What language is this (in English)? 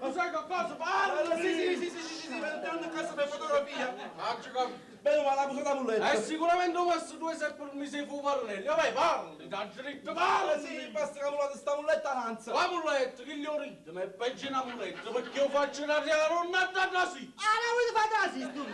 Neapolitan